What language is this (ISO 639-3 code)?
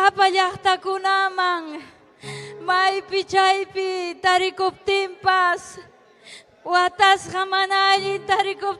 quy